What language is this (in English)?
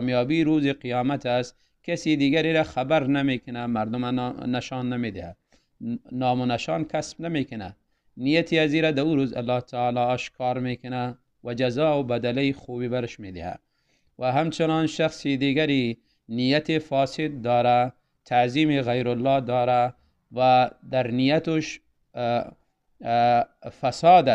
Tajik